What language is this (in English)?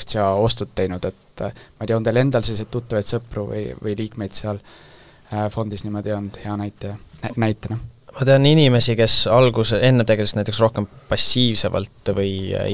Estonian